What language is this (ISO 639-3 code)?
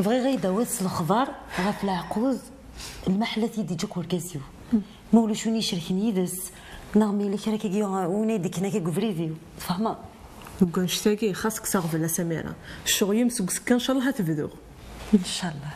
kab